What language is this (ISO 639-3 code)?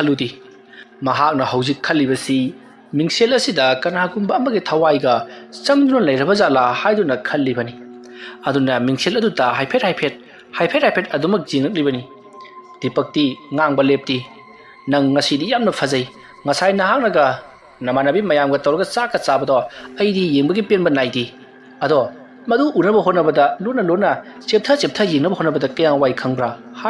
mni